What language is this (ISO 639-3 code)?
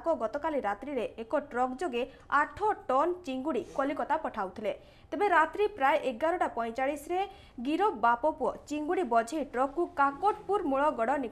ori